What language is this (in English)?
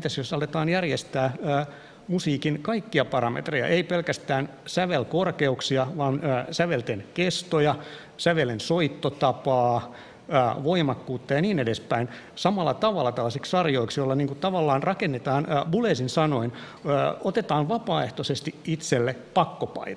Finnish